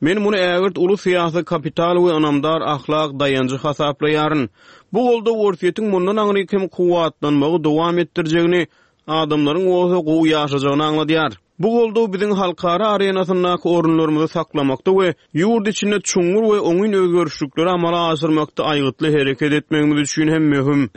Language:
Turkmen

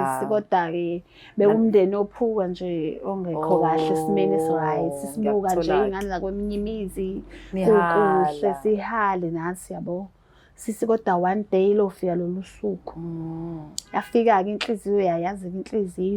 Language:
Zulu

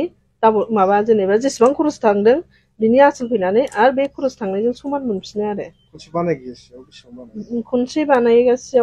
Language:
Bodo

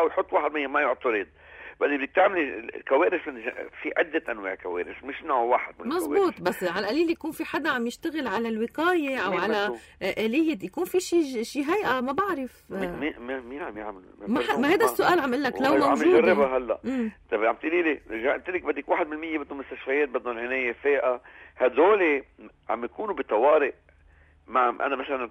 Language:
North Levantine Arabic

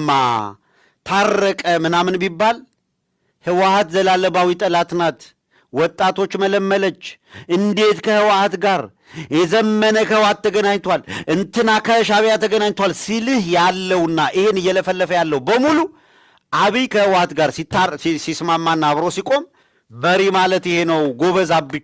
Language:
Amharic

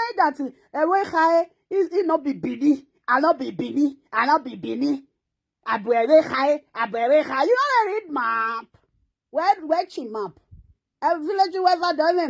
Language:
Nigerian Pidgin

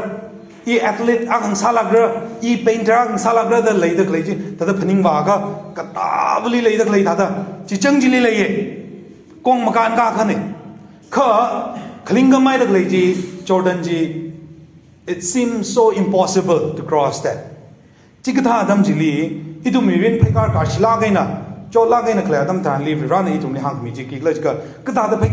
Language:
Tangkhul Naga (India)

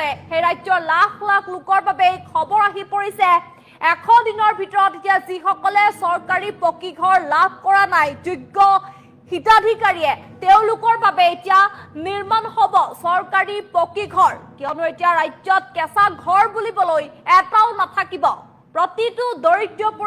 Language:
Assamese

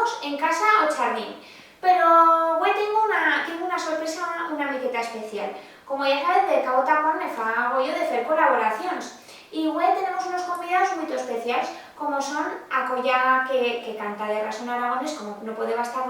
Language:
Aragonese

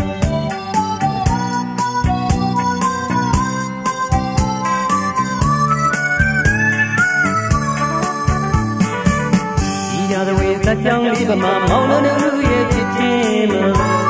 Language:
Burmese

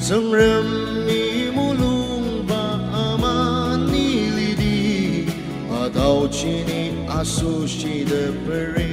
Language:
Ao Naga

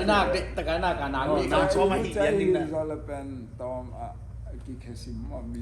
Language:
Tedim Chin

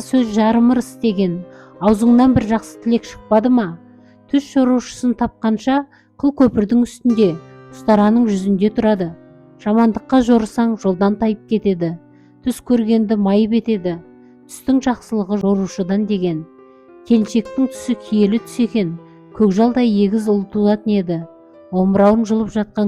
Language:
Kazakh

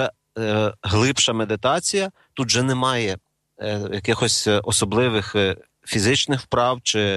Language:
Ukrainian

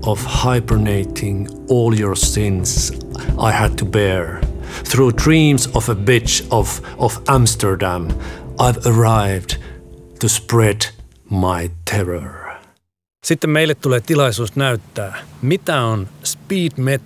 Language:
Finnish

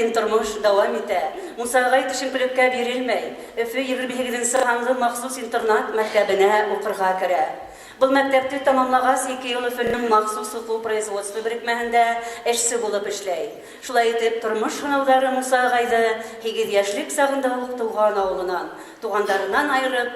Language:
Bashkir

